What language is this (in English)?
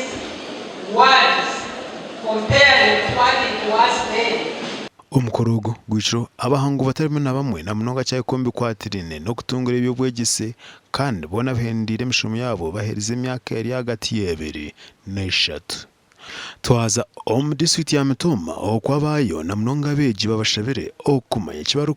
Nyankole